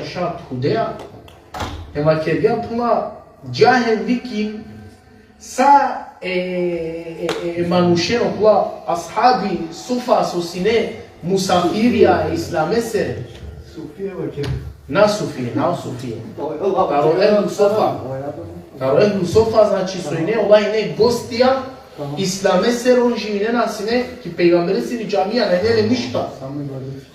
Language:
Balkan Romani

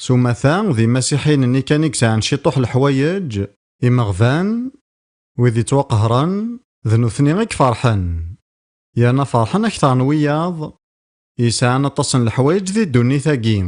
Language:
Kabyle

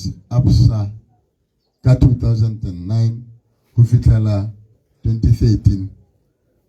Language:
Tswana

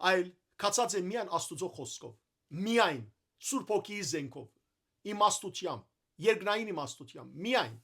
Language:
Western Armenian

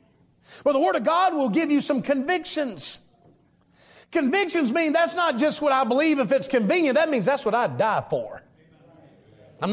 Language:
English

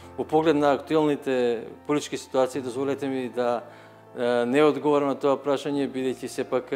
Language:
Macedonian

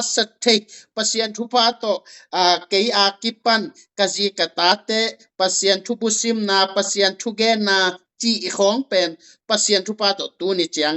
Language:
Tedim Chin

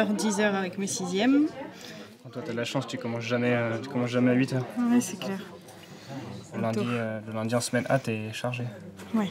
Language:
French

